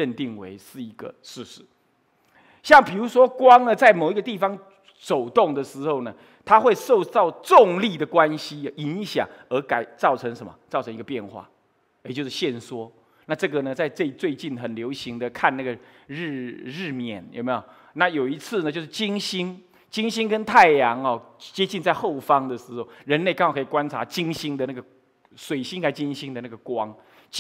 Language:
Chinese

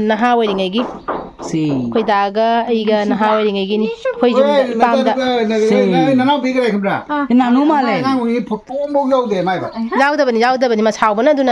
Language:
Manipuri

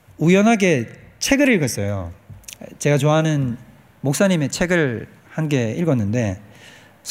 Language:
Korean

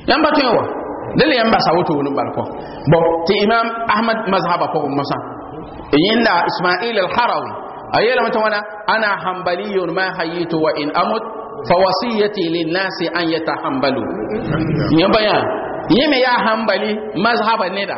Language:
Mossi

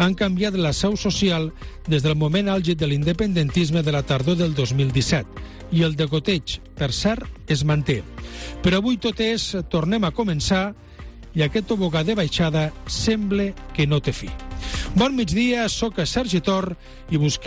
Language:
Catalan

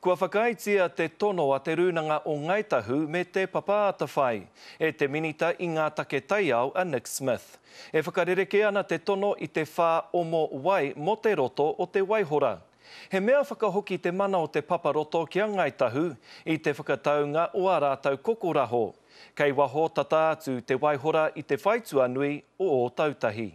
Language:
Māori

